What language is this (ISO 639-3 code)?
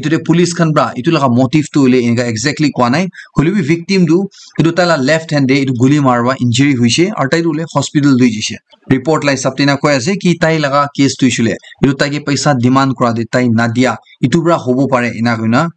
nag